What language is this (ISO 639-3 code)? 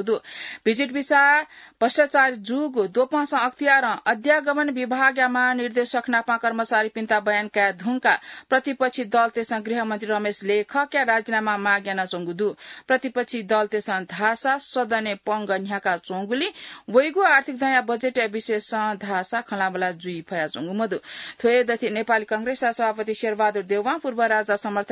new